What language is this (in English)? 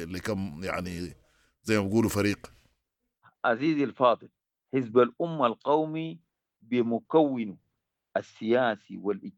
Sudanese Arabic